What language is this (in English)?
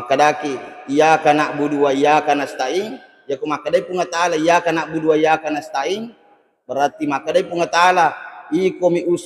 Buginese